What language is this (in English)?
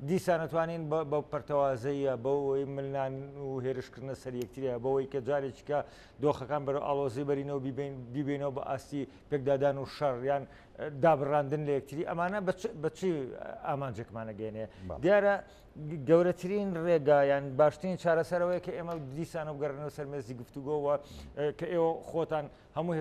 Central Kurdish